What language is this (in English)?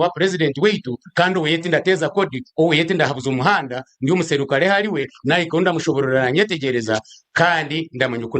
Nyankole